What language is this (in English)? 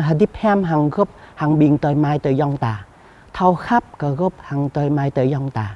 Jarai